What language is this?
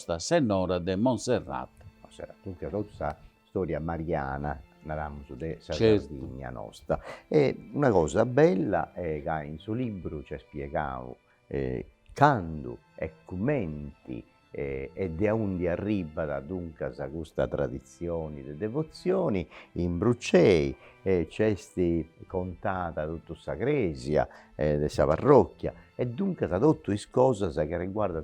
Sardinian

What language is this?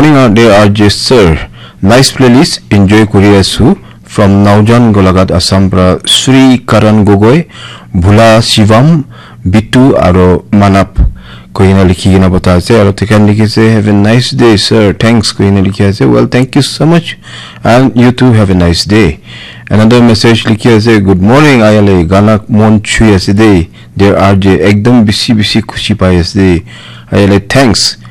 Naga Pidgin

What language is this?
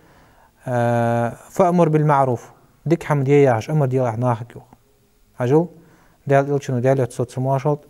Ingush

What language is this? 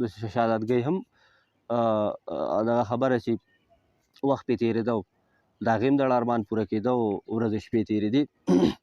Pashto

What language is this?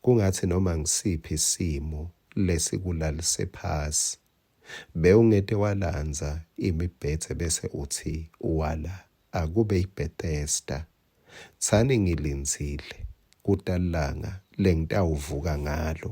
Swati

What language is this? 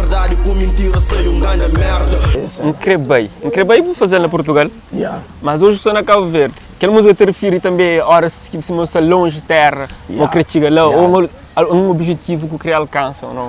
Kabuverdianu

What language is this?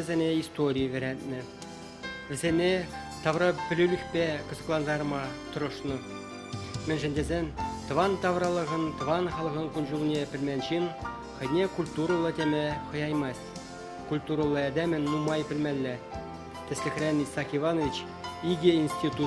Chuvash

